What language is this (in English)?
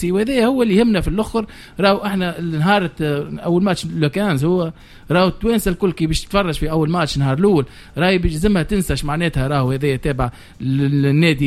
Tunisian Arabic